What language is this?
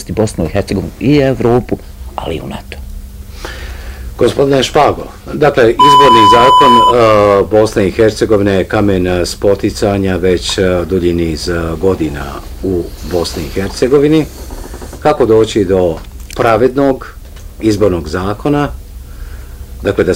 Bosnian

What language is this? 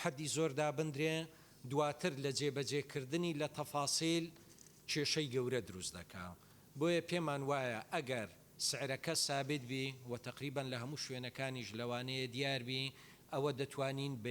Central Kurdish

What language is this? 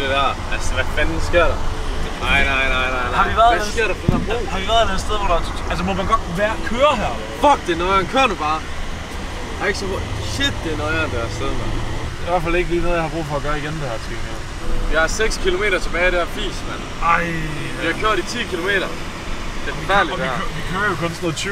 Danish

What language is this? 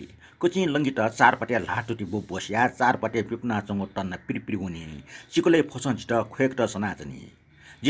Newari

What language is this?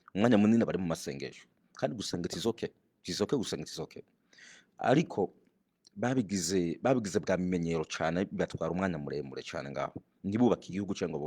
Rundi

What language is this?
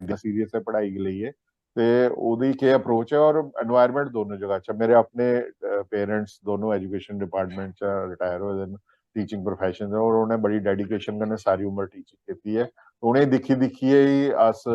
Dogri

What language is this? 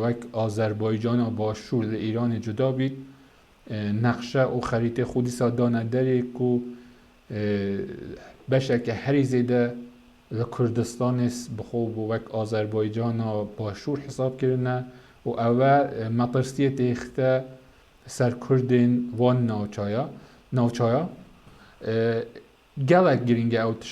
Kurdish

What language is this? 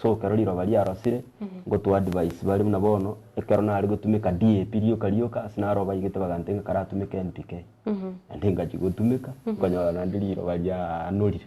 Gusii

